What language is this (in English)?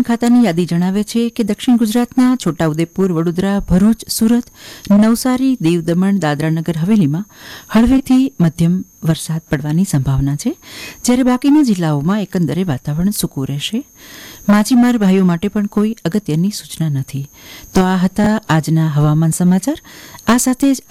Gujarati